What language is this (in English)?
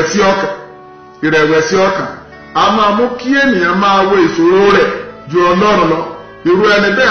Yoruba